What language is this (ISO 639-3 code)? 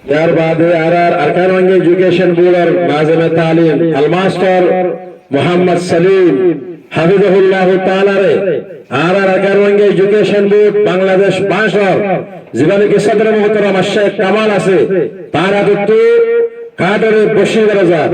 rhg